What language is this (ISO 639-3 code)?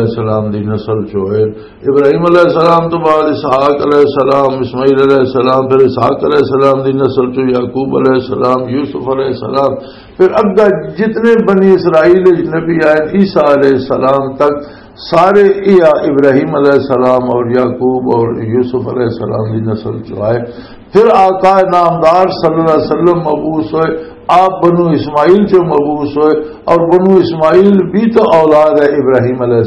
lah